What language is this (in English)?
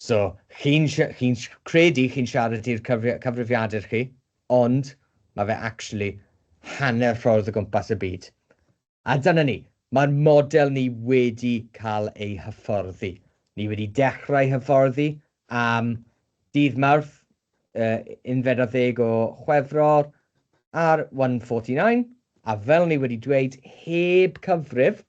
Welsh